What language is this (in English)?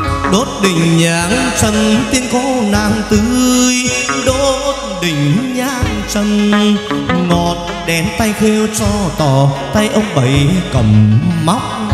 Vietnamese